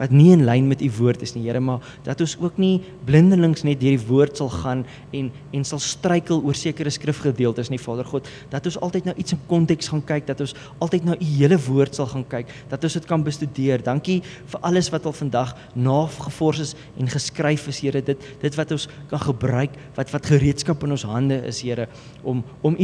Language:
Afrikaans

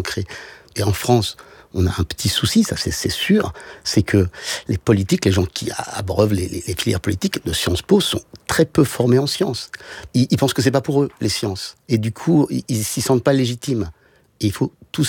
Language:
French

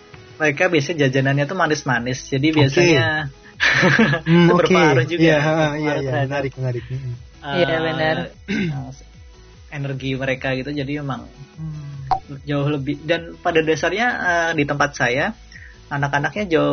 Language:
Indonesian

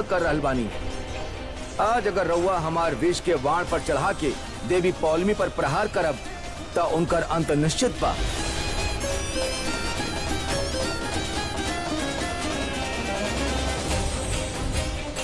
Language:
Bhojpuri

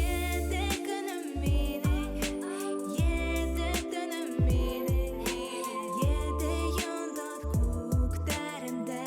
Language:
Bashkir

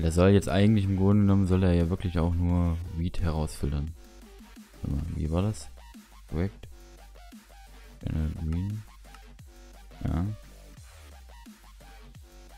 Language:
German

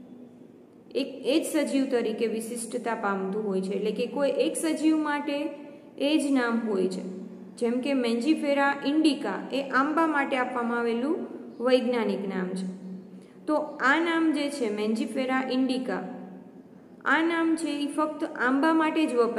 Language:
Gujarati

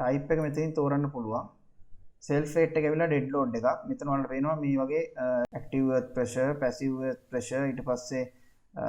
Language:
Sinhala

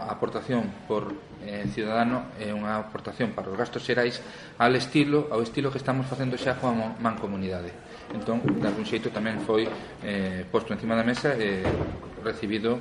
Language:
Galician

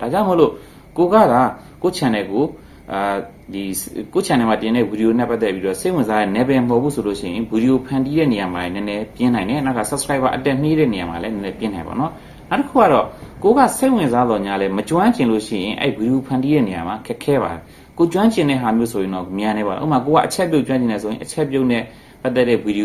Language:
Burmese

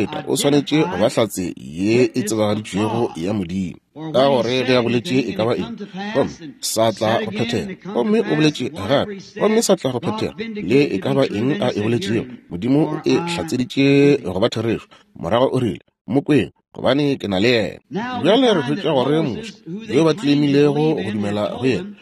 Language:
Northern Sotho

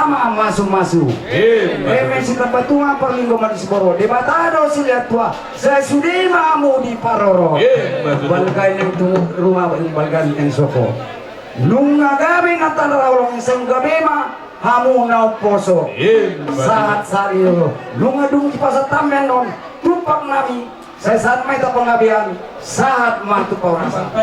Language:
Batak Toba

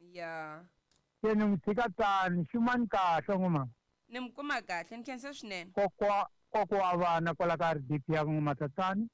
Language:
Tsonga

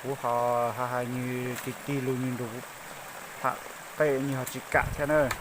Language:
Hmong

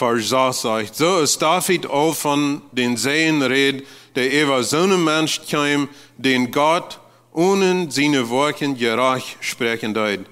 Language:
Plautdietsch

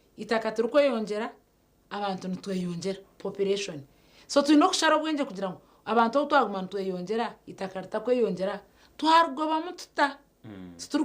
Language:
Nyankole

